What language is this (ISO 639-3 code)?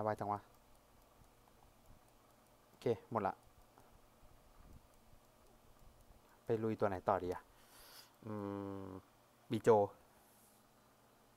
tha